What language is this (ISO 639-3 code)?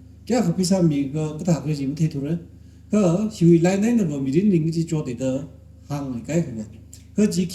nmf